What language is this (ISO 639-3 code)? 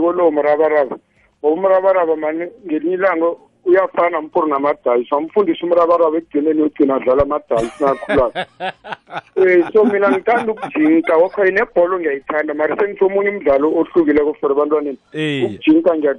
nbl